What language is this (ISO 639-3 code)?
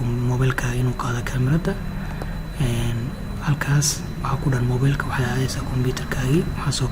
som